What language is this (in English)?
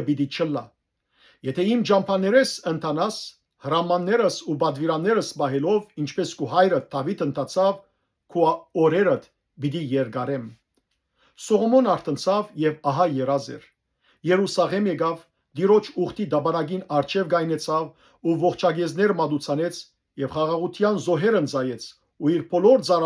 Western Armenian